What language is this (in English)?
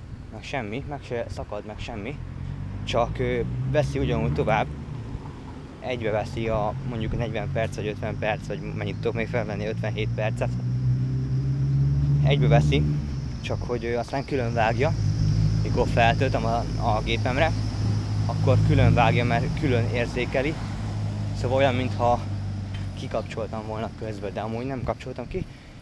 Hungarian